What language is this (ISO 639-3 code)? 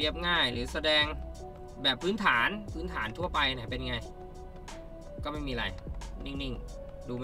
tha